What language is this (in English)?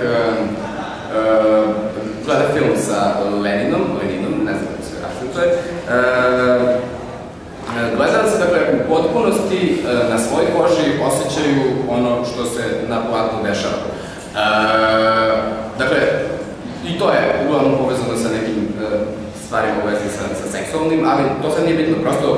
Serbian